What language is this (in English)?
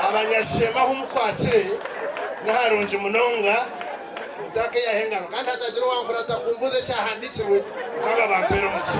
Nyankole